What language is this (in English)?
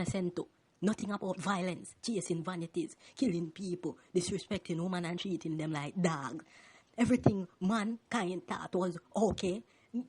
Jamaican Creole English